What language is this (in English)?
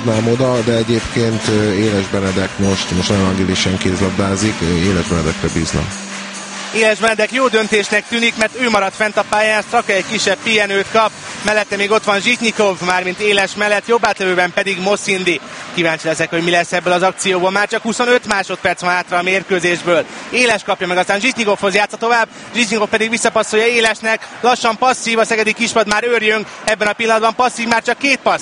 Hungarian